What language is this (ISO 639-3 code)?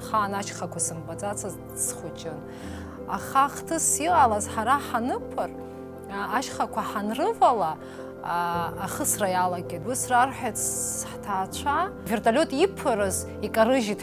abk